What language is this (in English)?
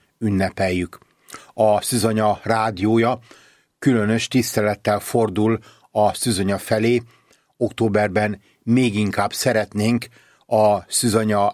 Hungarian